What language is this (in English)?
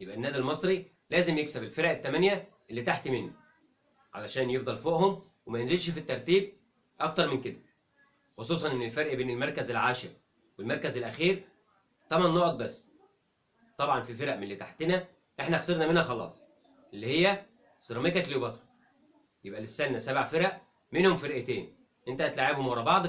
Egyptian Arabic